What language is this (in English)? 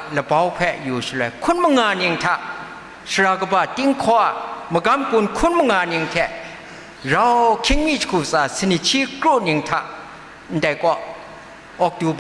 Kachin